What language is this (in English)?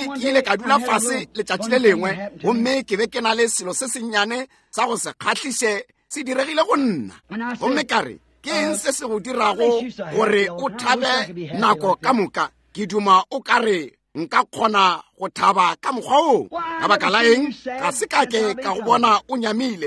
Northern Sotho